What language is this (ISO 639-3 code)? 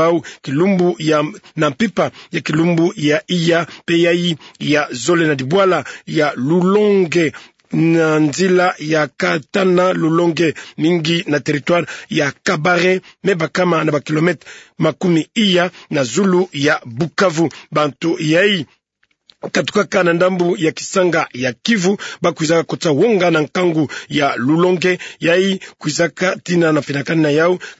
ktu